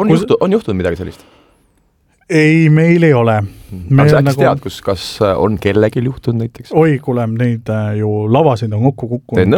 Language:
Estonian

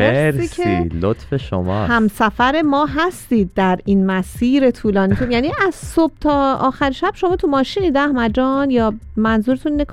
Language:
Persian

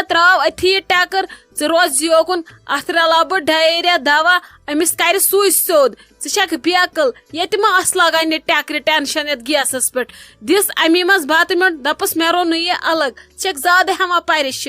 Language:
Kashmiri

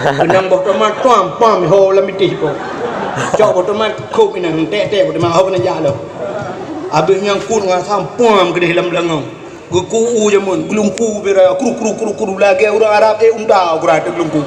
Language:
Achinese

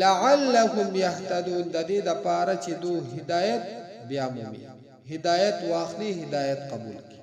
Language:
Pashto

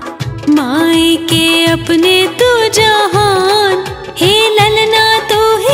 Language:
Bhojpuri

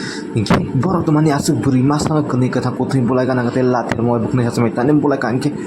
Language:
Kok Borok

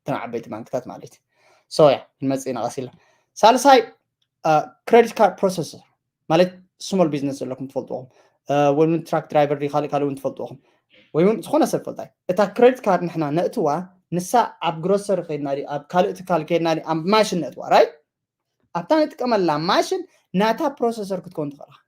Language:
Tigrinya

